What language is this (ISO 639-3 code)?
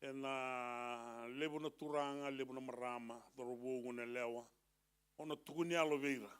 fij